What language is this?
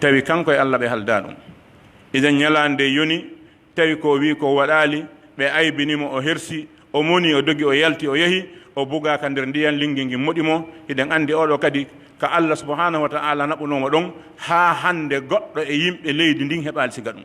Pular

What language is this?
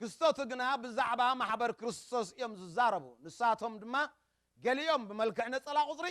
Tigrinya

